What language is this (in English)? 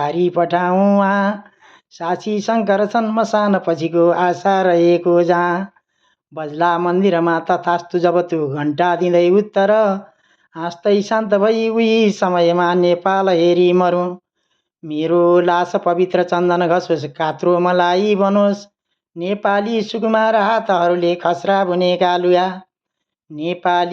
Nepali